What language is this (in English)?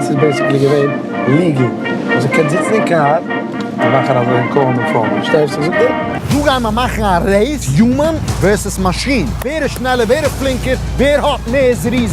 Yiddish